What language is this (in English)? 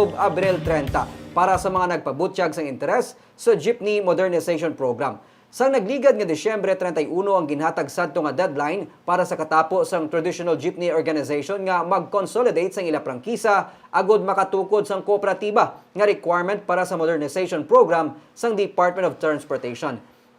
Hiligaynon